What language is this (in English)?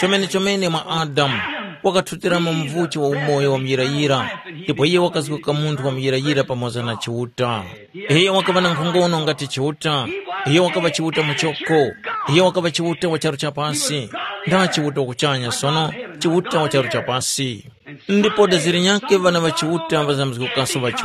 Tumbuka